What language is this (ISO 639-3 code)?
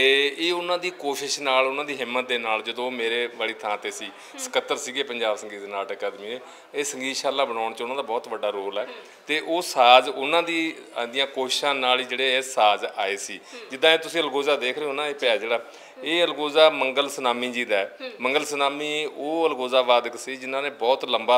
pan